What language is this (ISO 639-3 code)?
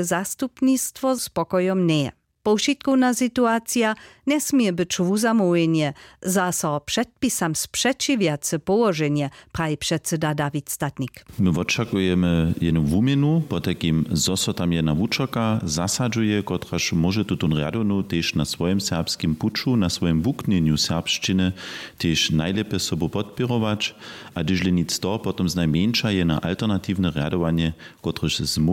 hsb